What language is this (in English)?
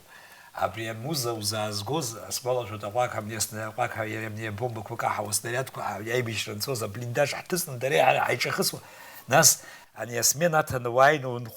Abkhazian